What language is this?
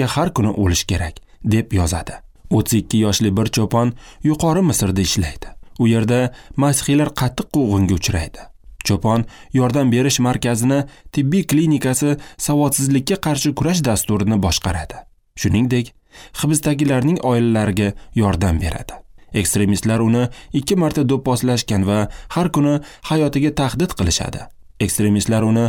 Uzbek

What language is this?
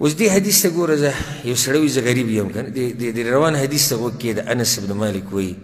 Pashto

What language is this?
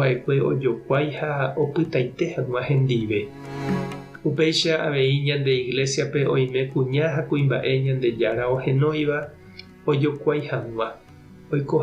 Guarani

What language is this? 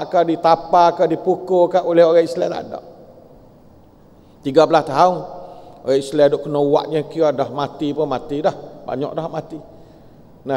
Malay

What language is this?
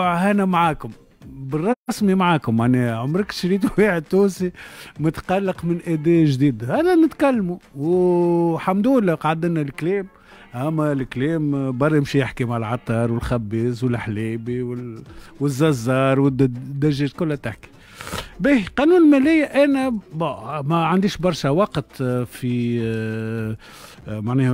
Tunisian Arabic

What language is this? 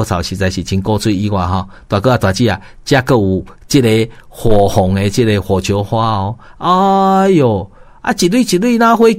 Min Nan Chinese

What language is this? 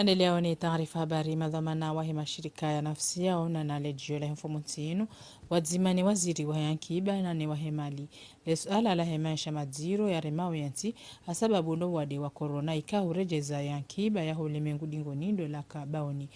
Ngazidja Comorian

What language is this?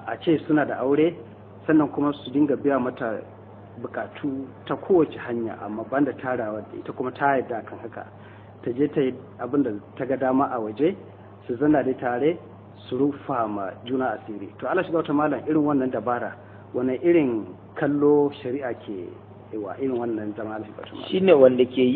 Hausa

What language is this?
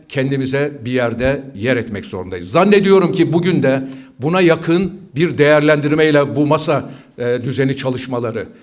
Turkish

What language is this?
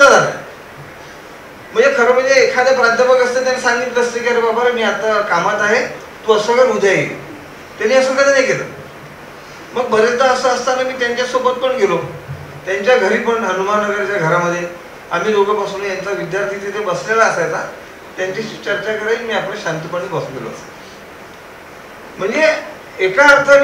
Marathi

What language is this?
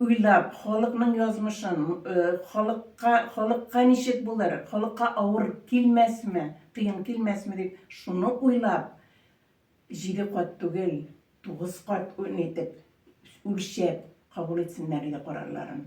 Tatar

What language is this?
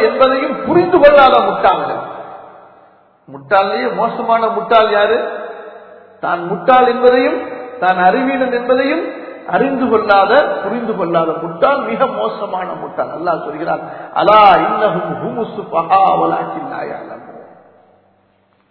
Tamil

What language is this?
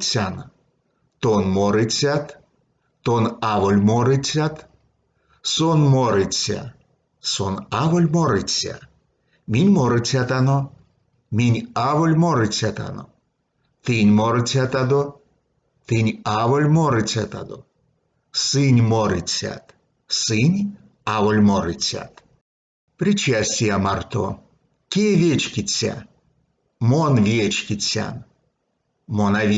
Erzya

